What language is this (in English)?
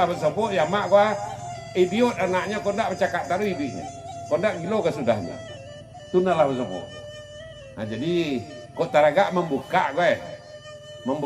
Minangkabau